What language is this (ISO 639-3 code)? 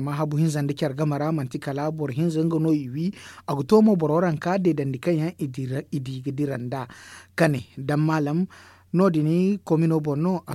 dje